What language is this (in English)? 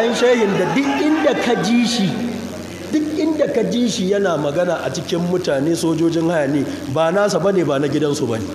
Hausa